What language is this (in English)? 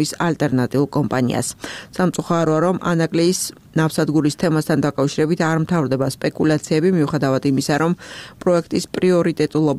Georgian